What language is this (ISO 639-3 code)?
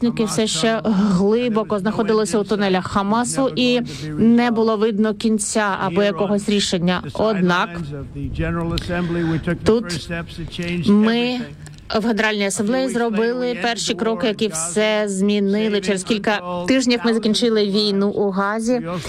ukr